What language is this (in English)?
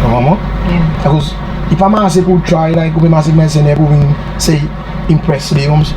Seselwa Creole French